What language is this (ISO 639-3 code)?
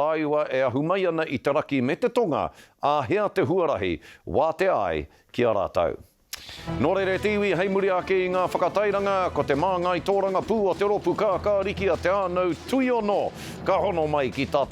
mri